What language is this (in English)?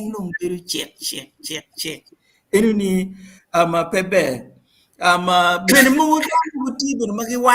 Acoli